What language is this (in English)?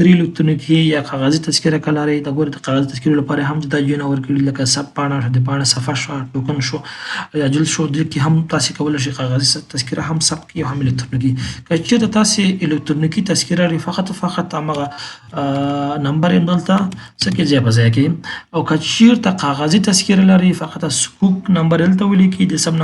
Pashto